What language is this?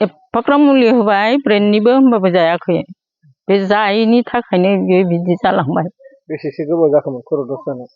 Bodo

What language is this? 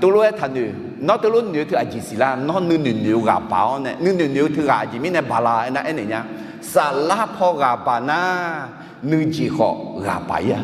Akha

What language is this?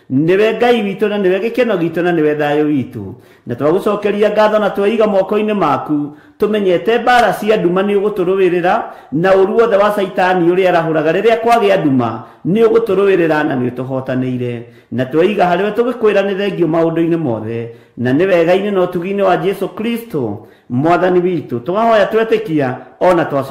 Kikuyu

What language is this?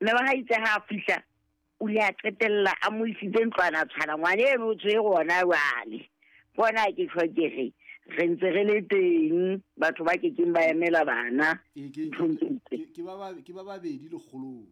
Southern Sotho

